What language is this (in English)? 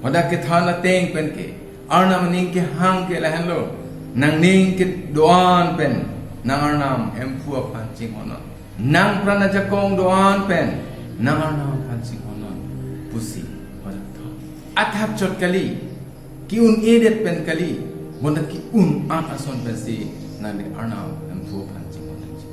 Karbi